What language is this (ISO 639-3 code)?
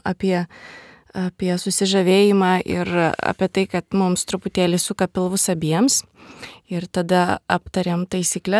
lit